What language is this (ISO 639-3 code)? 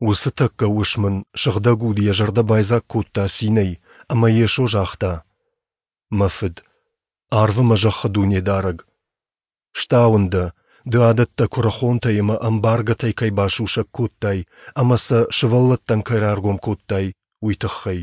oss